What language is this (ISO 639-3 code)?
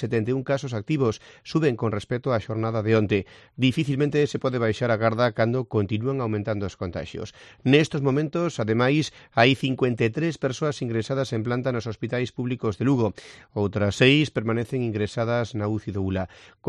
glg